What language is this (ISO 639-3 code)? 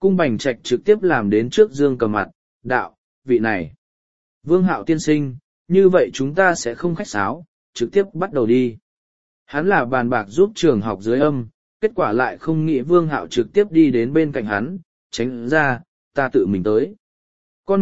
vie